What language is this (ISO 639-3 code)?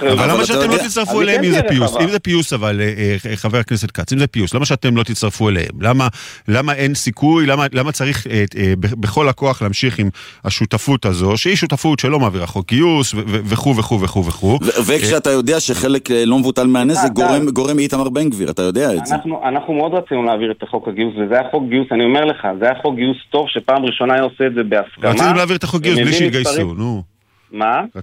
heb